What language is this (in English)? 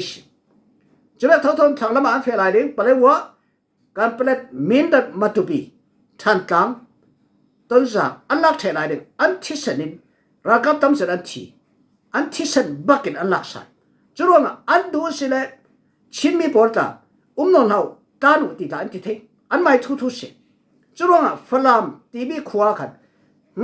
Falam Chin